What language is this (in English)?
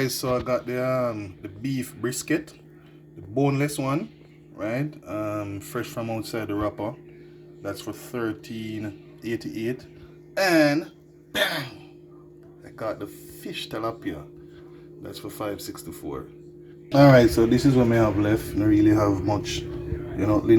Jamaican Creole English